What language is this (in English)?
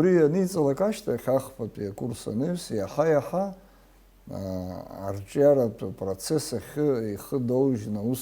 Abkhazian